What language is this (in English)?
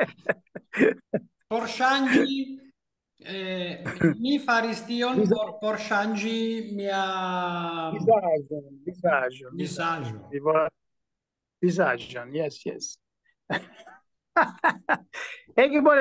Esperanto